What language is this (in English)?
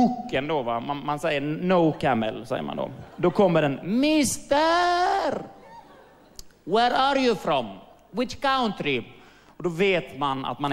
Swedish